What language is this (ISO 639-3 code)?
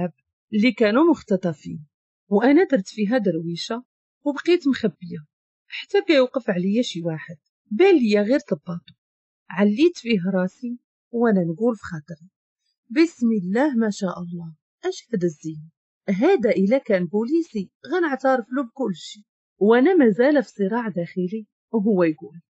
ary